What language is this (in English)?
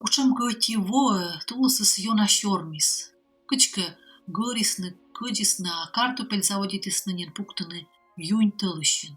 Komi